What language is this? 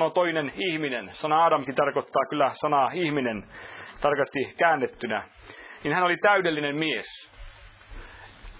Finnish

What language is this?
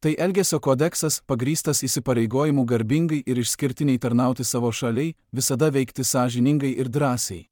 Lithuanian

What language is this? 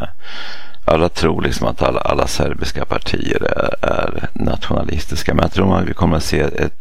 Swedish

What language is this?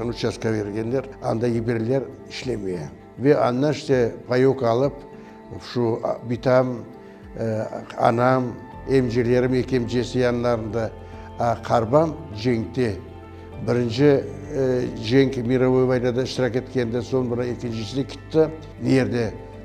Crimean Tatar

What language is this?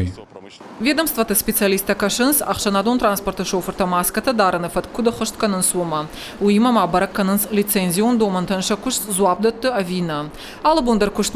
Ossetic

